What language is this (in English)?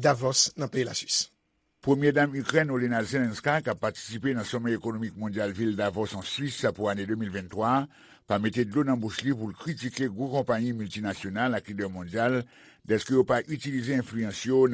Haitian Creole